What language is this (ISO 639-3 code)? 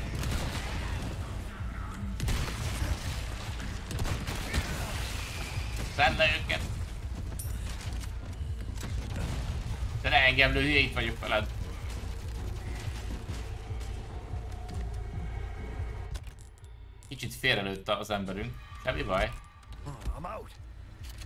hun